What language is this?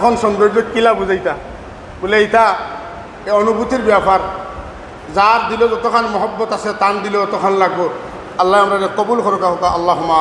Sylheti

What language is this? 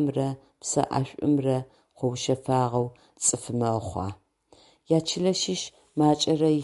Adyghe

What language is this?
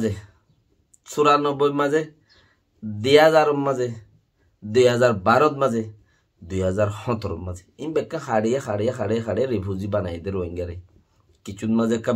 Rohingya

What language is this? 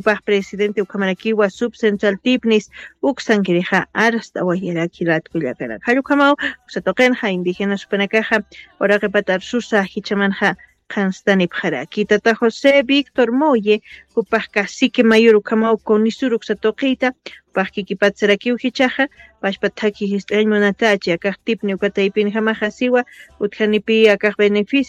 Aymara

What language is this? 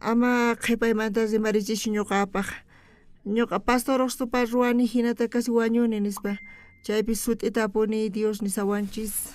South Bolivian Quechua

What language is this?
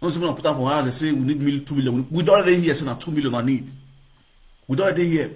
Nigerian Pidgin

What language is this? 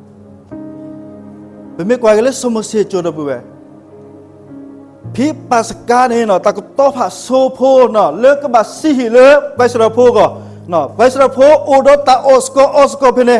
S'gaw Karen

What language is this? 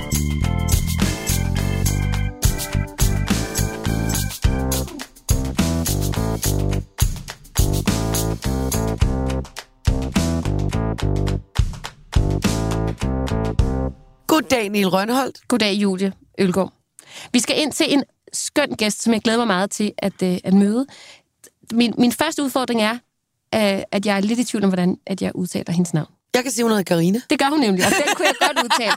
Danish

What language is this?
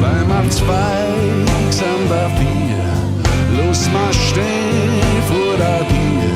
Bavarian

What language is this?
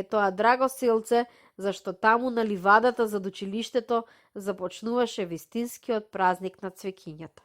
Macedonian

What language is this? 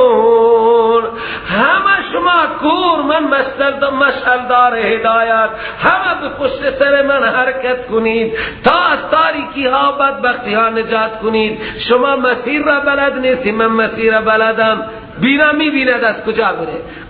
Persian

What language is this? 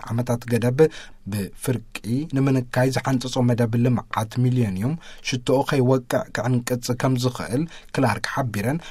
Tigrinya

